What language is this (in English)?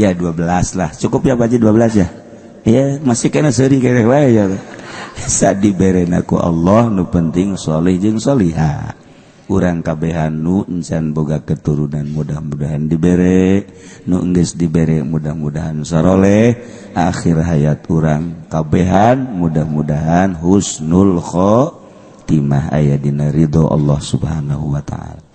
Sundanese